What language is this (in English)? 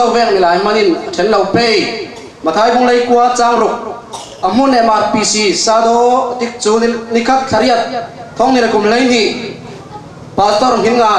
Falam Chin